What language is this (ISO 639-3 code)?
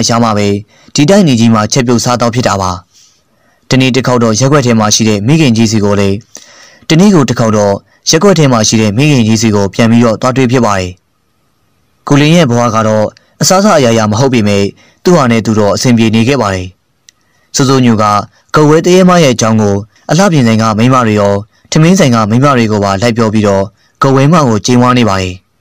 mya